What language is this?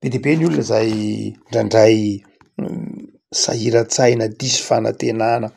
Malagasy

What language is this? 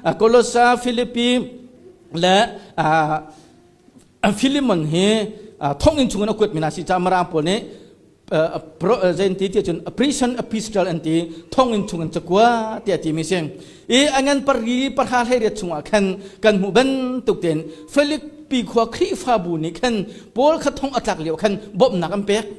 Hakha Chin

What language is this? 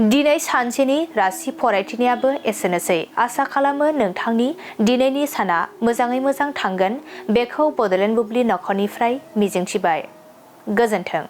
Bodo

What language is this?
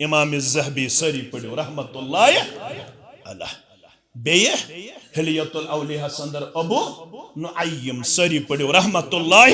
Kashmiri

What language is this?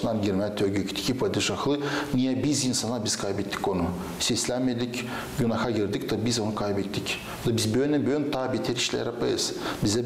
Gagauz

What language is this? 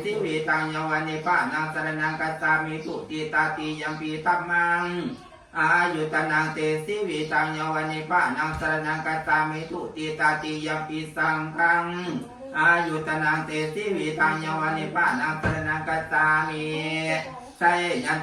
Pali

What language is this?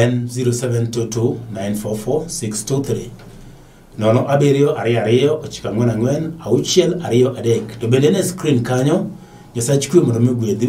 Luo (Kenya and Tanzania)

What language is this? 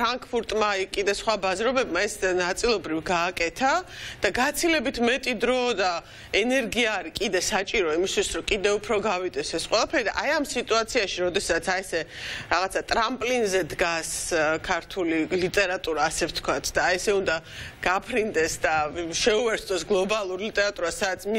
Georgian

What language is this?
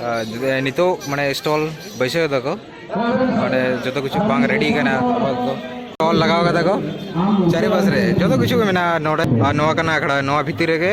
Santali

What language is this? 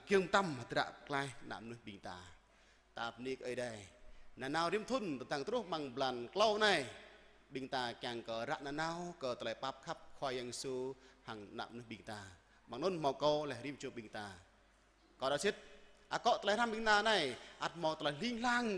Jarai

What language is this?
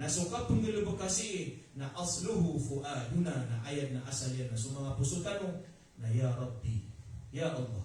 Maranao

